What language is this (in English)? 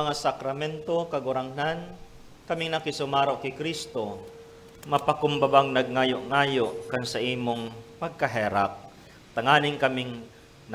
Bikol